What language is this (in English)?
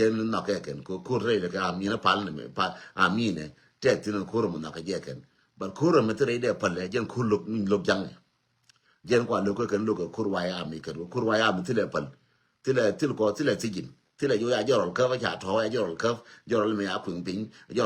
Nuer